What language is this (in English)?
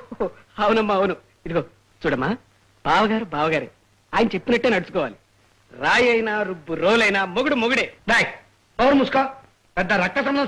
Telugu